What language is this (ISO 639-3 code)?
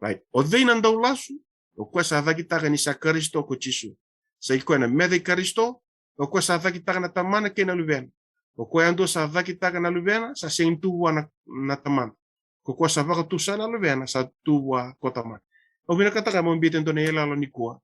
fij